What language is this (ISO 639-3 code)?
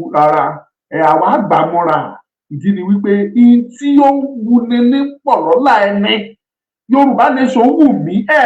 yor